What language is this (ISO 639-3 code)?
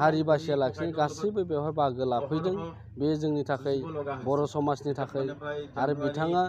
brx